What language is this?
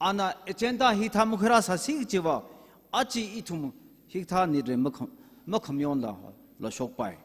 Tangkhul Naga (India)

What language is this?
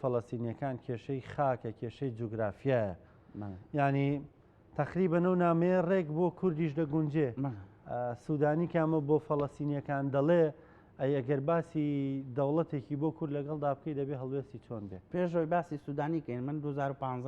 Central Kurdish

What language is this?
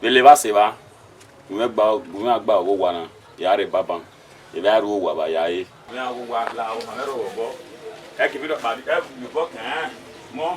Bini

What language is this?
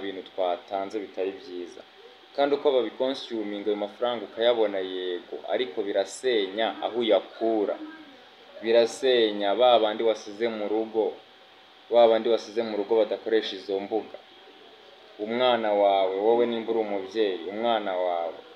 Kinyarwanda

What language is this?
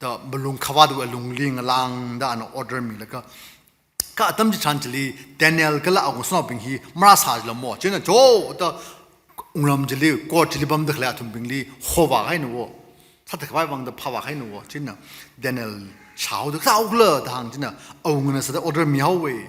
Tangkhul Naga (India)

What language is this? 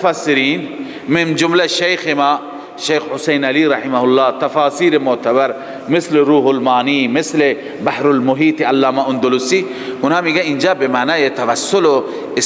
Persian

